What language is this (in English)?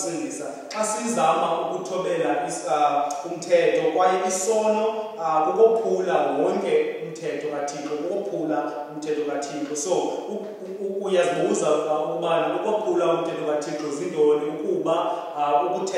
Xhosa